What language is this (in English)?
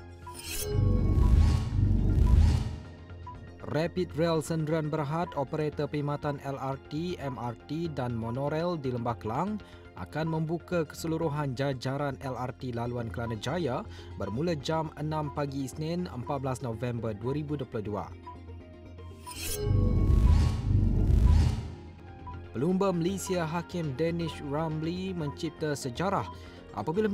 Malay